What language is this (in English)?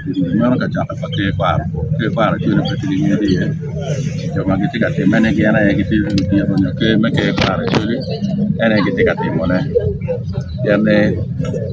Acoli